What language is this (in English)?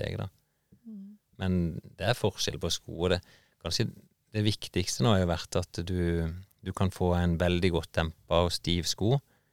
Norwegian